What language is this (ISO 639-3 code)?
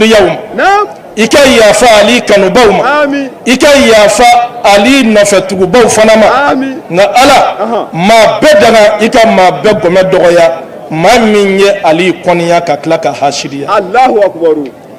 bam